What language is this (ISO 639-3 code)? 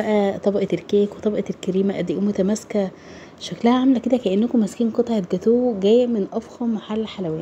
arz